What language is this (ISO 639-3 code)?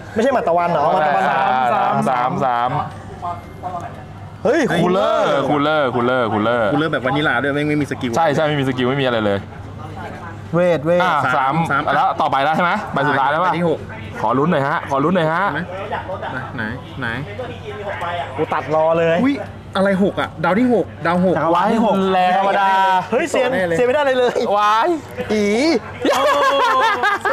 tha